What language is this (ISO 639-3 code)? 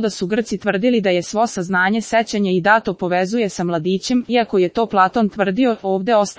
srp